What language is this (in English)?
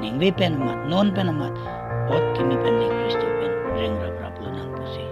Karbi